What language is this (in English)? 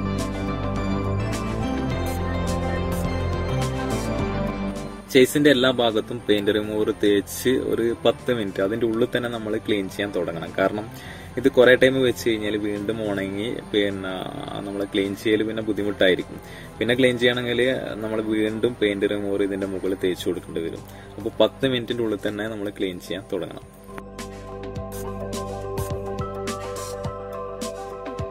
Malayalam